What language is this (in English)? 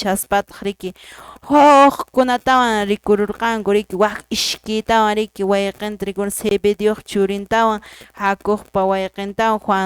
Quechua